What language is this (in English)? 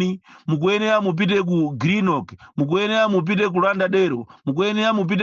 Nyanja